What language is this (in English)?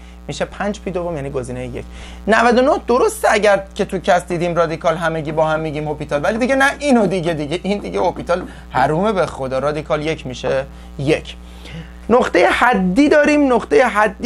Persian